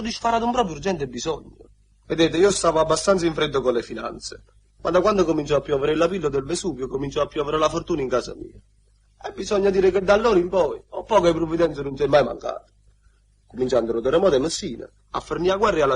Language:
Neapolitan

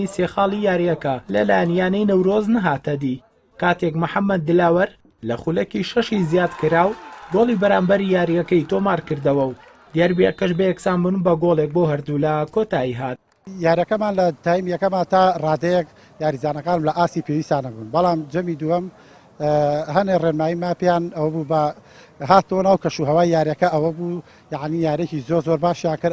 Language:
Central Kurdish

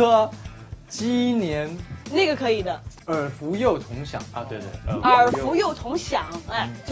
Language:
Chinese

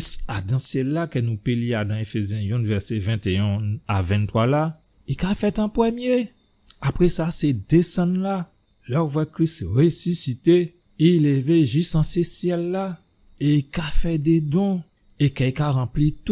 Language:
Guadeloupean Creole French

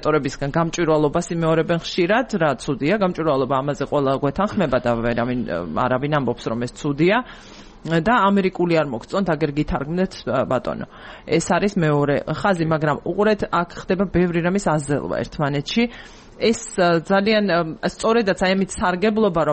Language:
Georgian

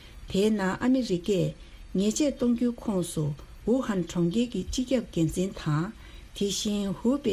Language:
Tibetan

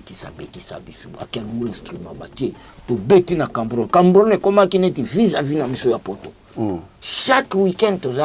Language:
Lingala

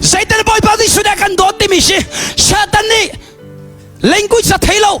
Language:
Hakha Chin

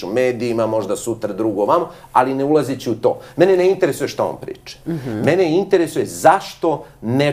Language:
Serbian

